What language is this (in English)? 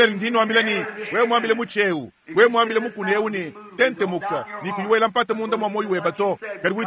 Luba-Lulua